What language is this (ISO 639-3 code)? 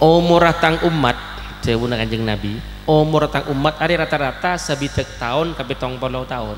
mad